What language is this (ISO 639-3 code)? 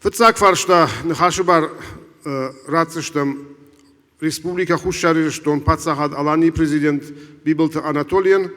oss